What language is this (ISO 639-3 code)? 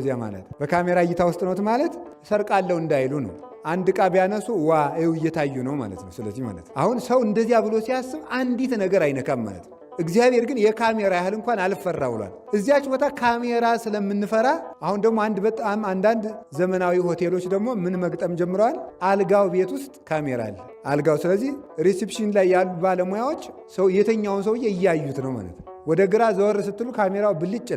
amh